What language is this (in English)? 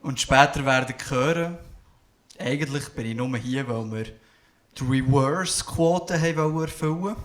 Swiss German